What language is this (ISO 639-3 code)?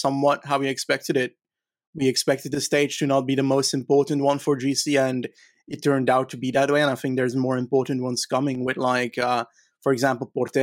eng